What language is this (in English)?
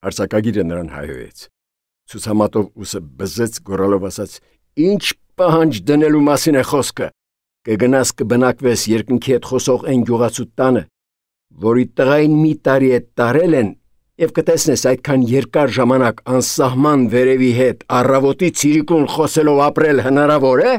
Armenian